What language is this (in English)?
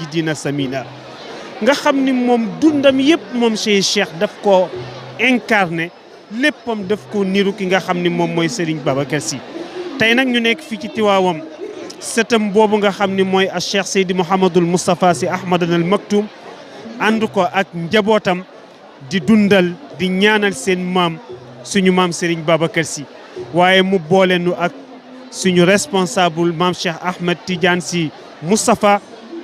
Wolof